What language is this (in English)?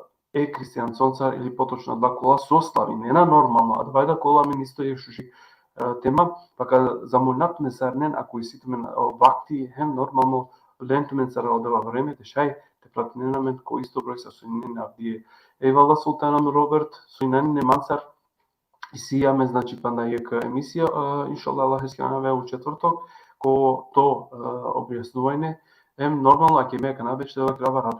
Balkan Romani